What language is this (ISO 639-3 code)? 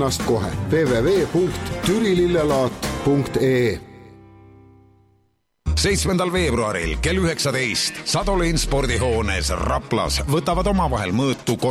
est